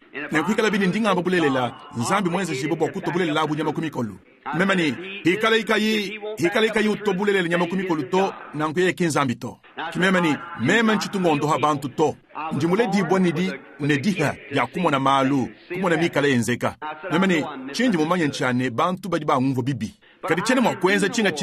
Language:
Luba-Lulua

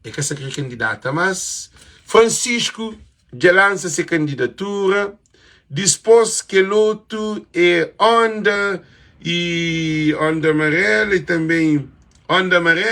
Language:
Kabuverdianu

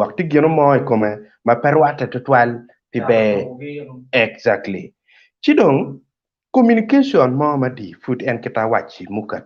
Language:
Acoli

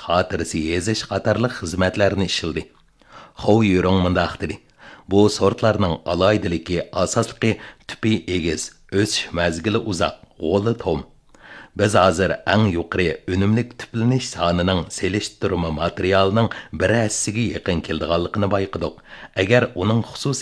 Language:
Uyghur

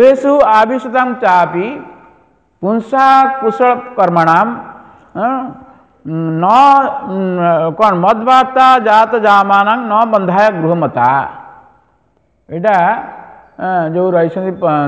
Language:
Odia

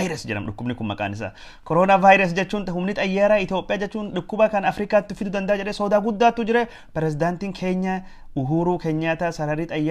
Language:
Oromo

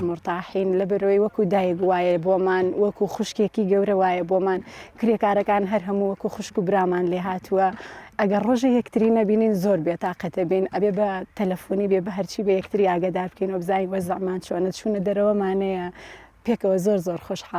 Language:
Central Kurdish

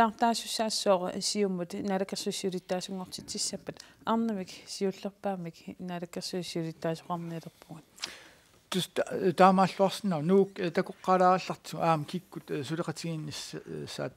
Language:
Kalaallisut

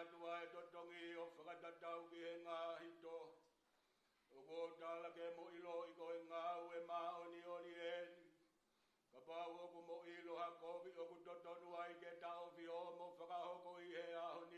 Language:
Tongan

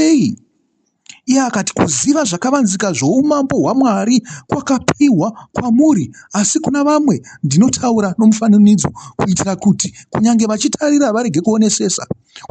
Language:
Shona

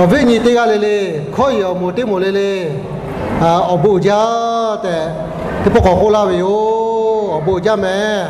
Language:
Lahu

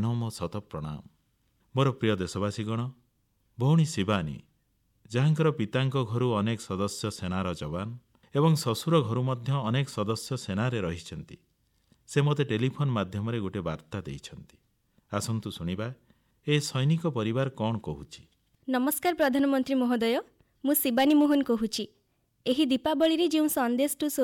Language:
Odia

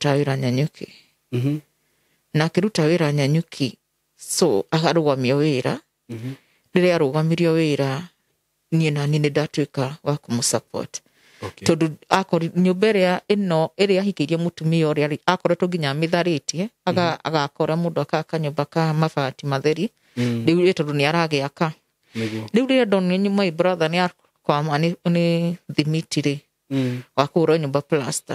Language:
Kikuyu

